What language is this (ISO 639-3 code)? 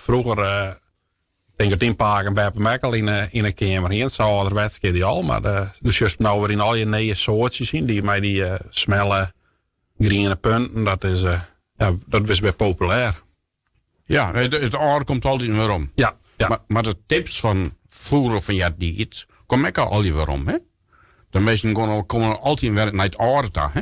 fry